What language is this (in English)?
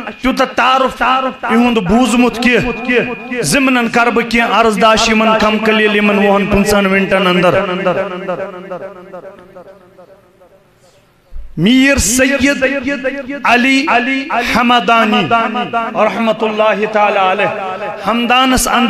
Kashmiri